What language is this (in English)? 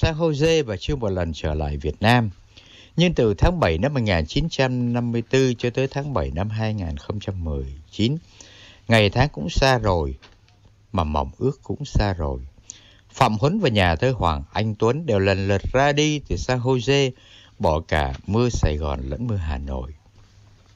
Vietnamese